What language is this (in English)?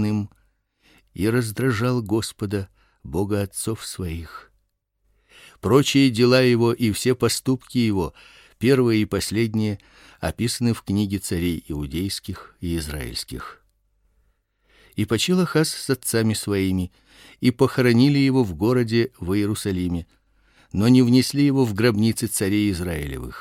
Russian